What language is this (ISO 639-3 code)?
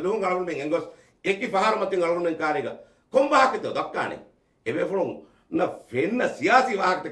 div